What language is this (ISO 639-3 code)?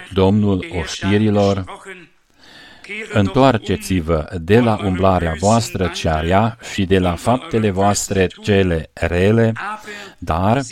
ron